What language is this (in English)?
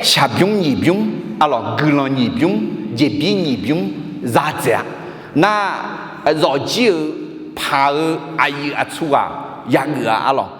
Akha